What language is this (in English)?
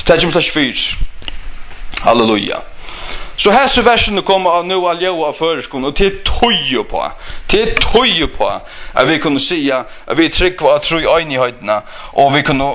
Faroese